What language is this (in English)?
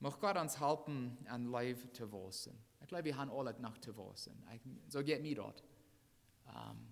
Plautdietsch